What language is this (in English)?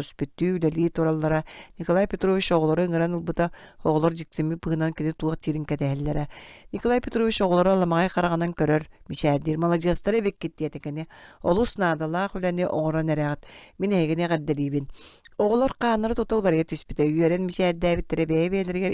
Yakut